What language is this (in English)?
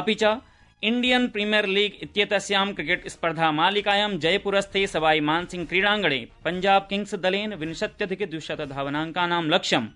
Sanskrit